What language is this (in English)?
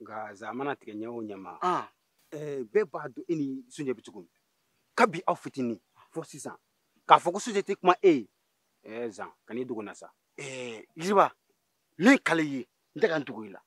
Bambara